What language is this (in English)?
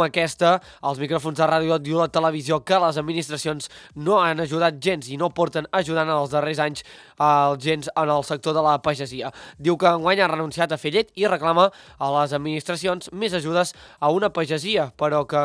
Catalan